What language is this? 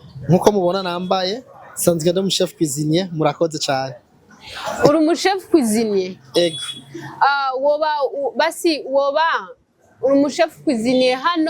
Rundi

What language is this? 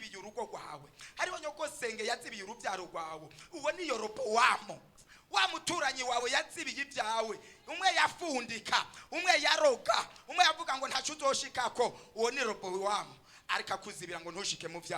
Rundi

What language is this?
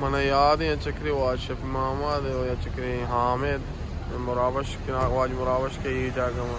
Baluchi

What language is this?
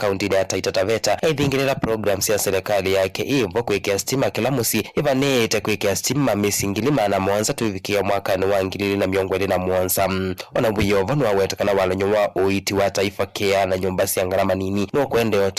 Kamba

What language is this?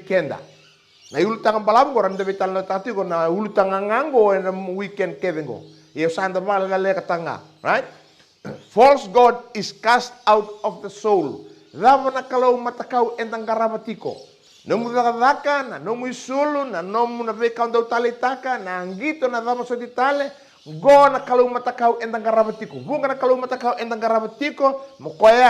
Fijian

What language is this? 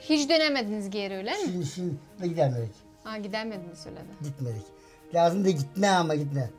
Gagauz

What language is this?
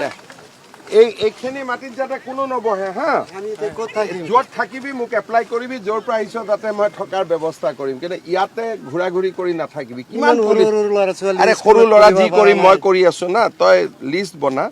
Assamese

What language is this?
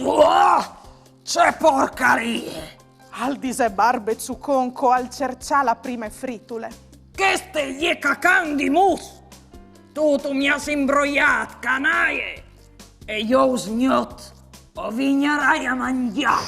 Friulian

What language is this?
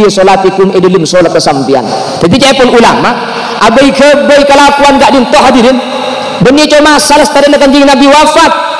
Madurese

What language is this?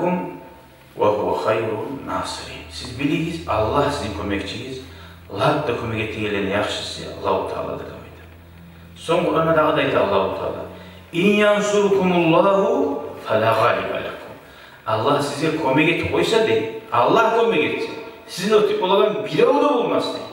Kumyk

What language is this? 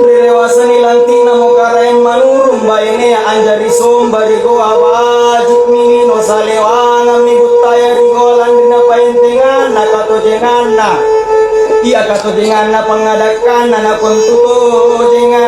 Makasar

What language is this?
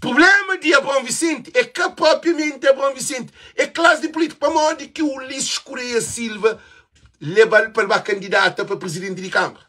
Kabuverdianu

